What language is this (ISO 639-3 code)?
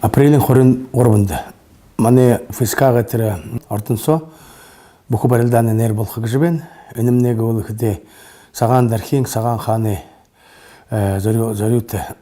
bua